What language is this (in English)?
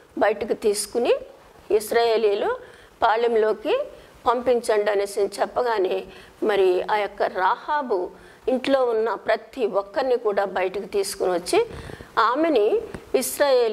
Telugu